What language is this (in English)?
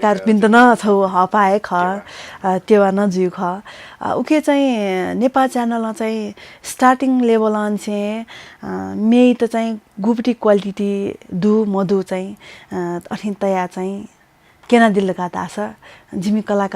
Newari